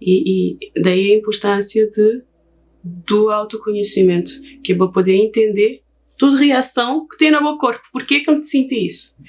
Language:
Kabuverdianu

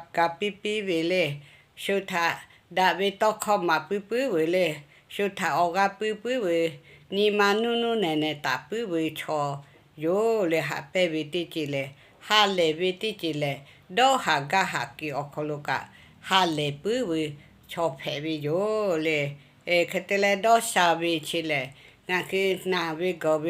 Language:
Lahu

